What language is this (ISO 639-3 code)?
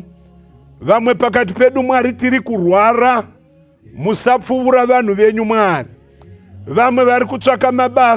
sna